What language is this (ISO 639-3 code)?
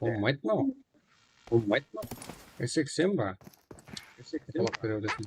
kaa